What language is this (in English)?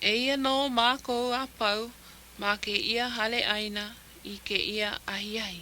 Hawaiian